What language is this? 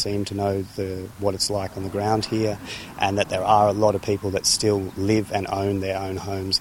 Macedonian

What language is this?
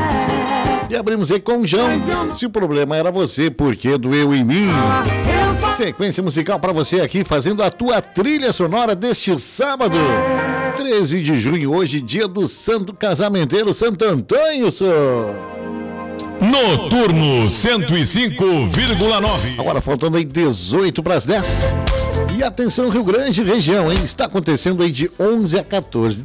Portuguese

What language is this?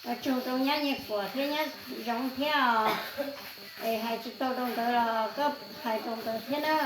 Hmong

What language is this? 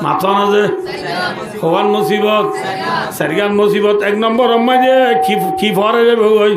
Rohingya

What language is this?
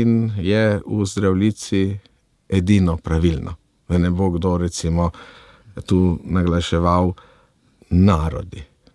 Slovenian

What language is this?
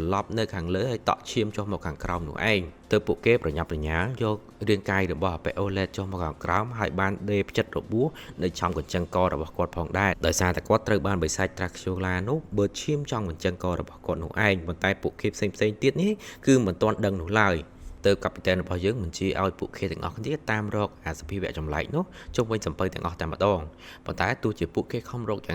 Khmer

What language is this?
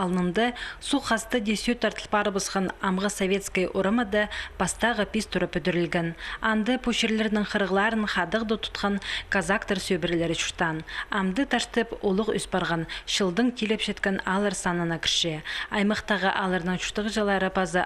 Khakas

